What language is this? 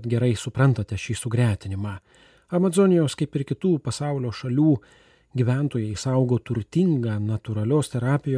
Lithuanian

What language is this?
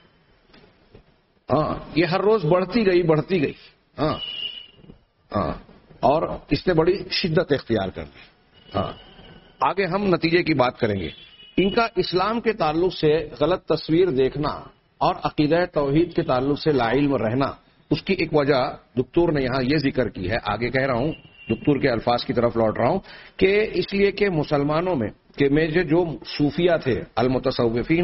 Urdu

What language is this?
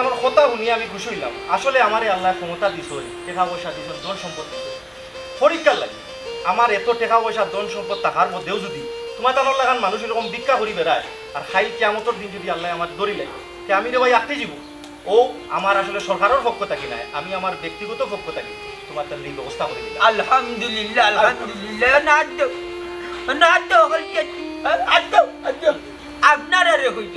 Sylheti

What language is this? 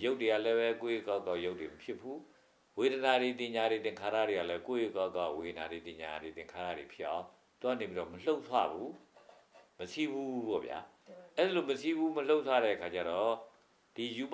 Burmese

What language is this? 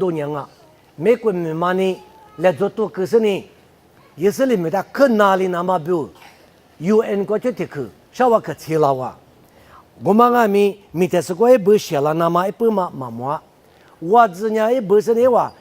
Lisu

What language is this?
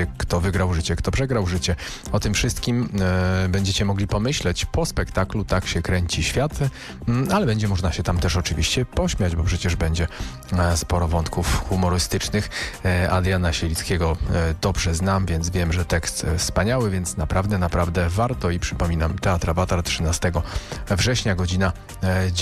Polish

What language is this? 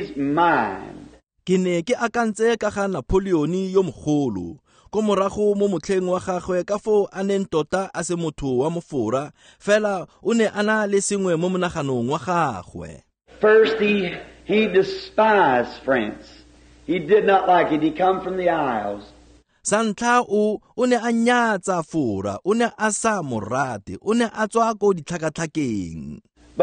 Tswana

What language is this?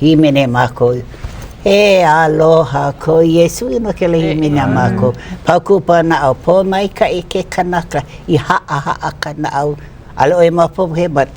Hawaiian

